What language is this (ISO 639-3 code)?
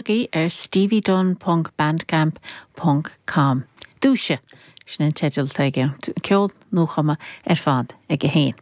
gle